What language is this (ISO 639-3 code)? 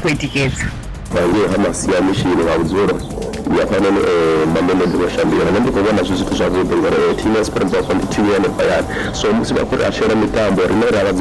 ven